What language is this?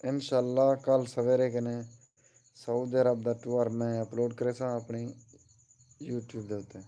Saraiki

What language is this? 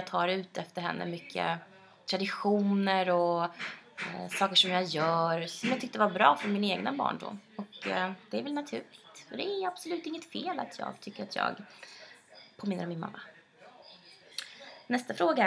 Swedish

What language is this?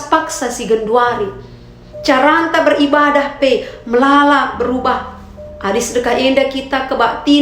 Batak Karo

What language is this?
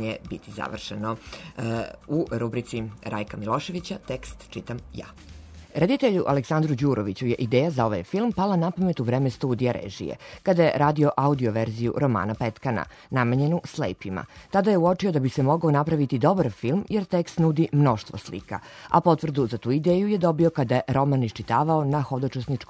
Serbian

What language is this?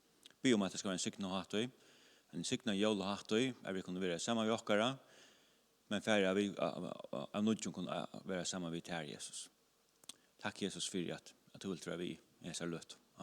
Faroese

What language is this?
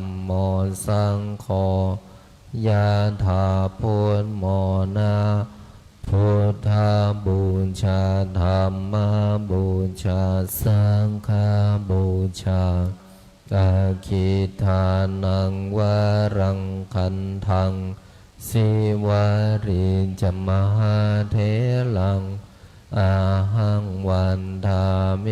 Pali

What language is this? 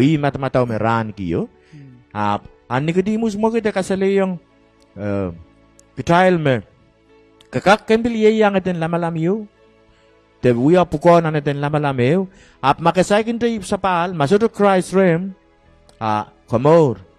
Pohnpeian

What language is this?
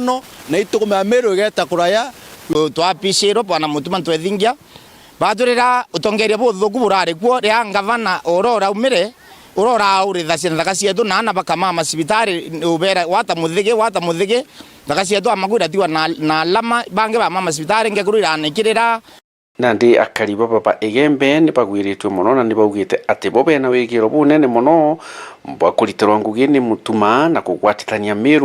Meru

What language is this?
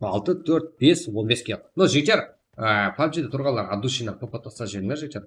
Kara-Kalpak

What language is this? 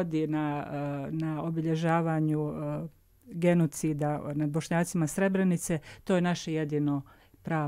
Bosnian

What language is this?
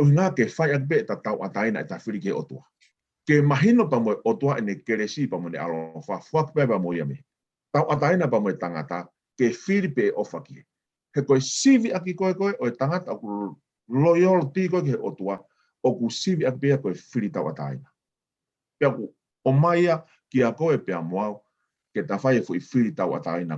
Tongan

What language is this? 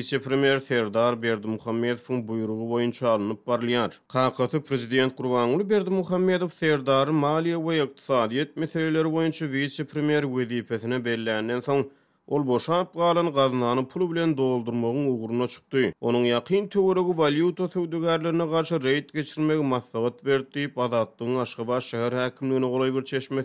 Turkmen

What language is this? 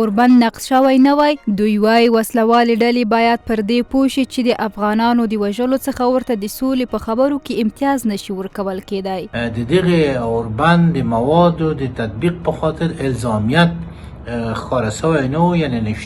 Pashto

